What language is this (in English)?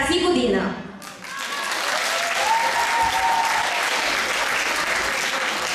Bulgarian